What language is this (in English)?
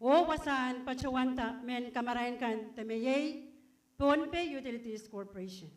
Pohnpeian